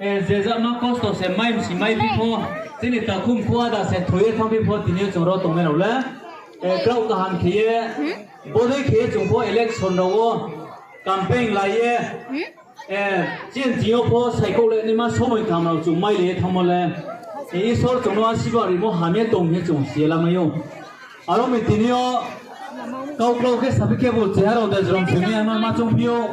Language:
Riang (India)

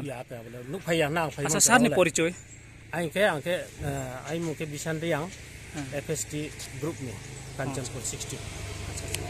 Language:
Riang (India)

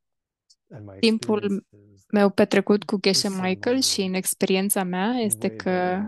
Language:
Romanian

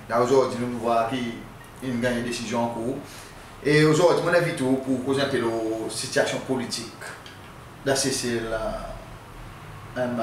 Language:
Seselwa Creole French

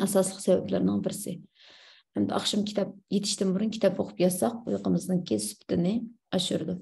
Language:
Uyghur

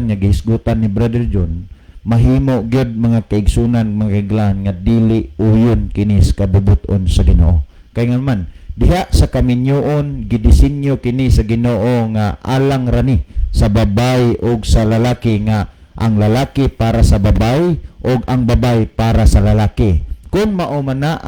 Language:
Cebuano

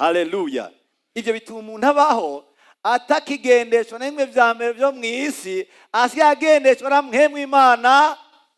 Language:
Rundi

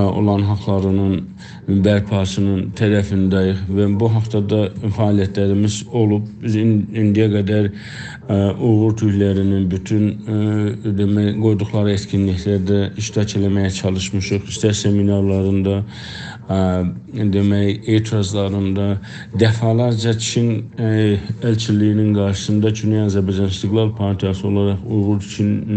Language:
South Azerbaijani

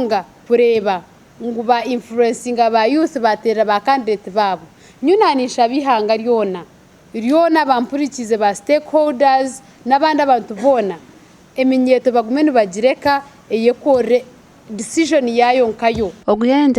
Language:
Nyankole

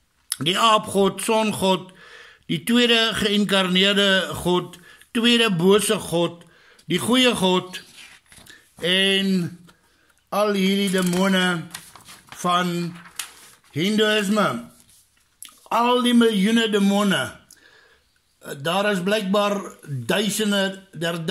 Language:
Afrikaans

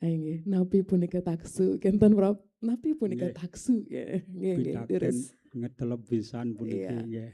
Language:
Balinese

